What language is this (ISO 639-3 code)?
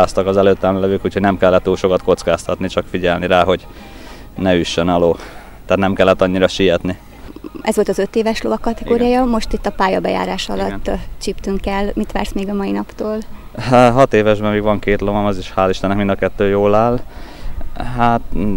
hun